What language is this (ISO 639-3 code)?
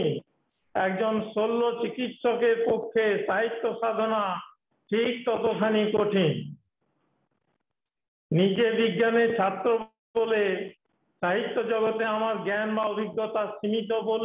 ben